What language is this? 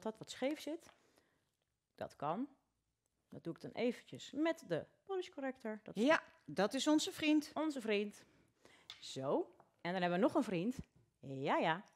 Dutch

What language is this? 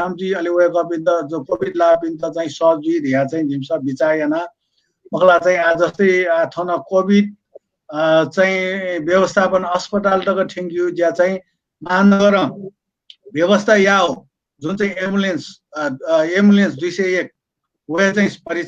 Newari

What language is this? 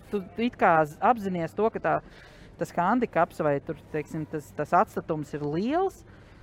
Latvian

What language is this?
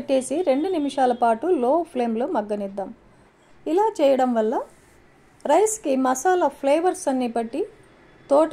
Telugu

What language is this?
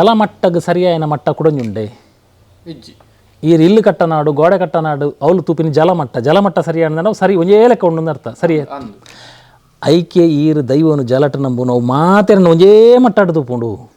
Tulu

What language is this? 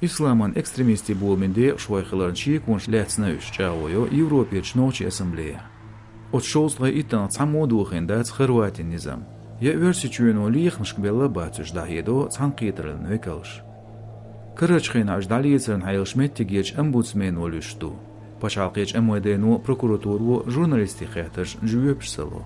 Chechen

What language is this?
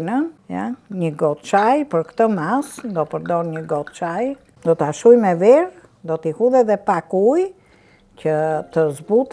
Albanian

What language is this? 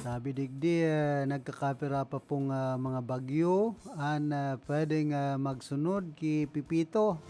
Bikol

